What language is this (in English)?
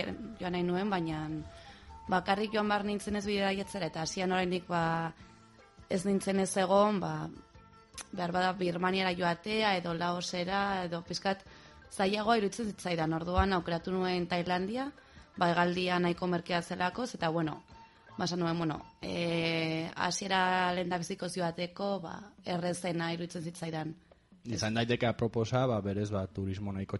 Basque